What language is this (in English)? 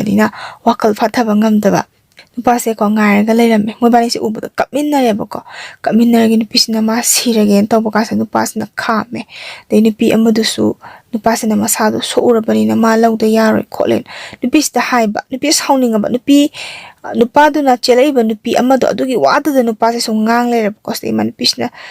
Manipuri